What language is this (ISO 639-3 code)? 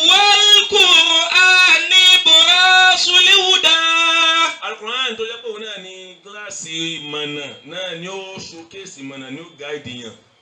yor